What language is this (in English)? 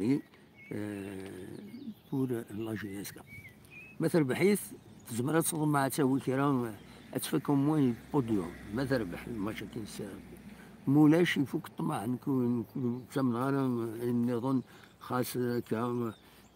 Kabyle